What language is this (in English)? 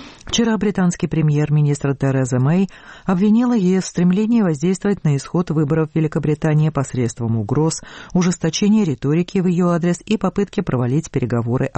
Russian